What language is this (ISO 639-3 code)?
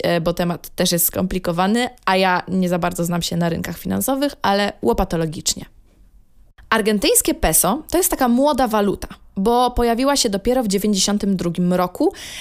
pol